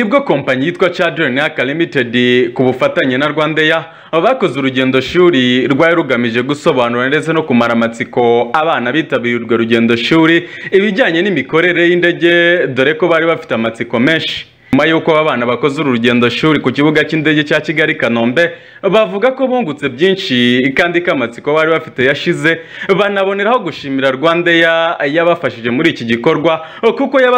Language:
Kinyarwanda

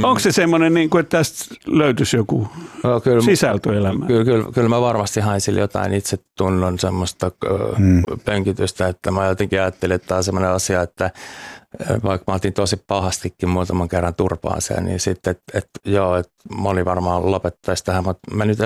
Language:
Finnish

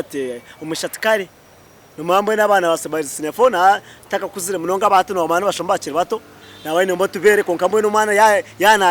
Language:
Nyankole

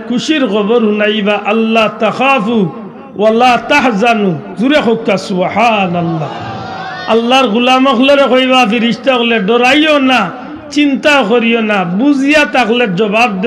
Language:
Sylheti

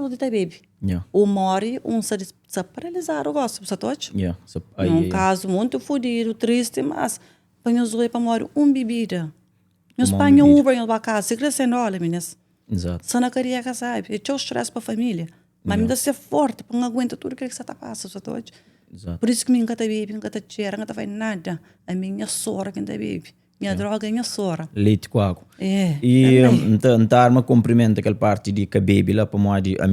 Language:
Kabuverdianu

